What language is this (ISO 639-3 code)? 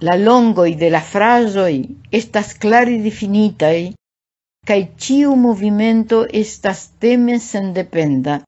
epo